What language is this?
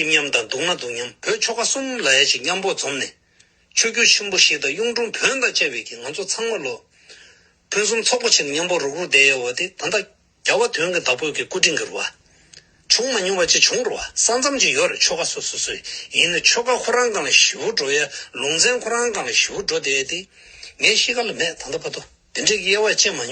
Tibetan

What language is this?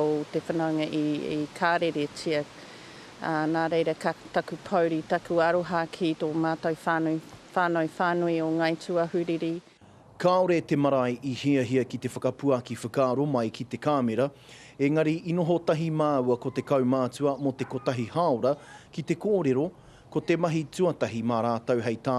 Māori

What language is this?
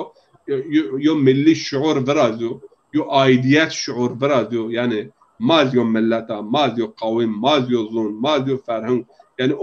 Zaza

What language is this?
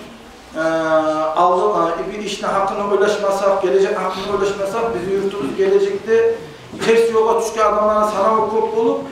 Kumyk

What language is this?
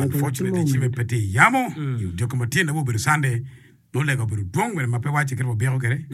Acoli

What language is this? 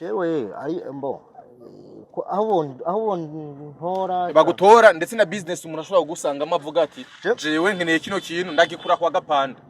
Rundi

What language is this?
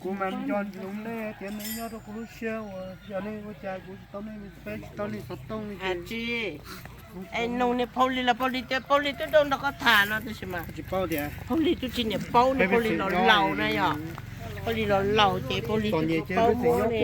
Hmong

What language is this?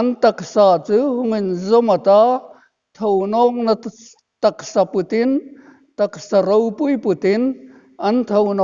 Hmar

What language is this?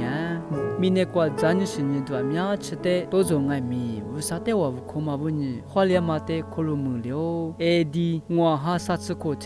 Lisu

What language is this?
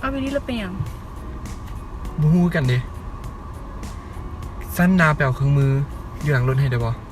Lao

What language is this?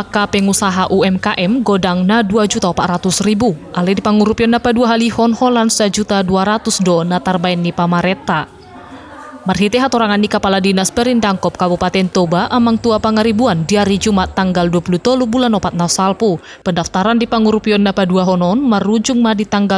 Batak Toba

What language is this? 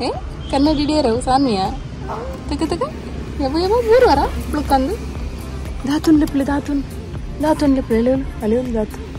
Tulu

